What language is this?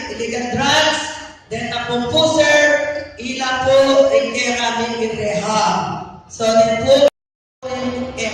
Pampanga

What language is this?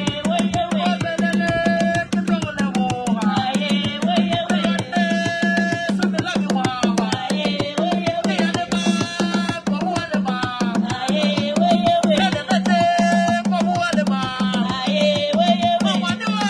Northern Sotho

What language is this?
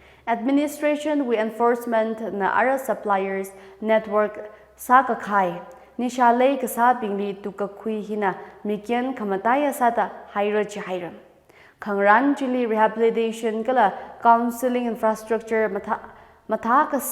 Tangkhul Naga (India)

